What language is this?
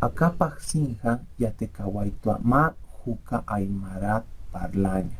Aymara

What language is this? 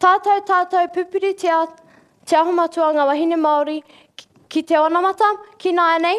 Māori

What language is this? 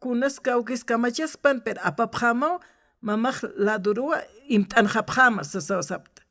Aymara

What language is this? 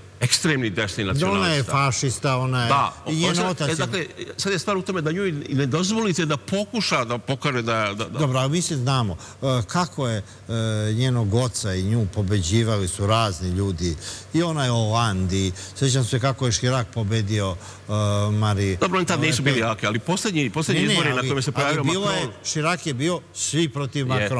Serbian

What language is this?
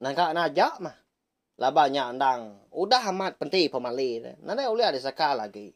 Iban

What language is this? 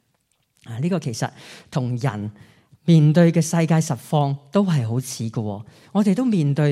Cantonese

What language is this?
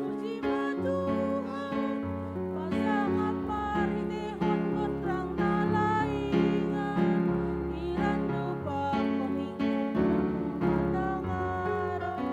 Batak Simalungun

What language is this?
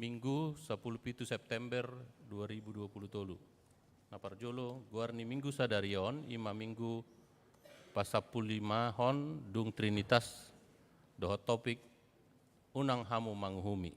Batak Toba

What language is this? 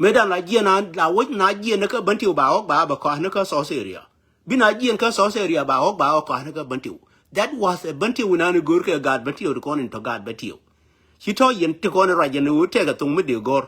Nuer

